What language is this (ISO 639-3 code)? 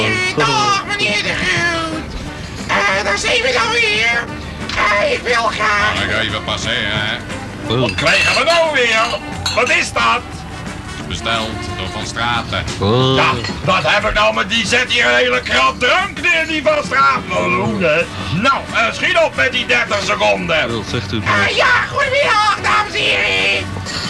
nld